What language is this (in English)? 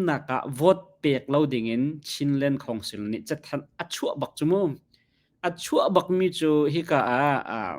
Hakha Chin